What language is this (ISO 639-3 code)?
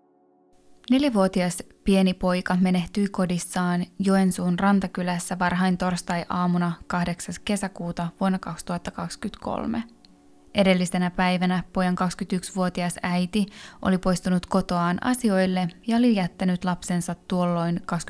fin